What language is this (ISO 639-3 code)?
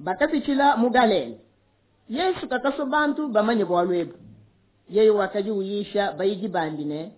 lua